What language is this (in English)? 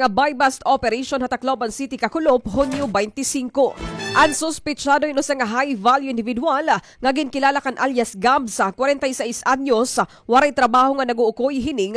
Waray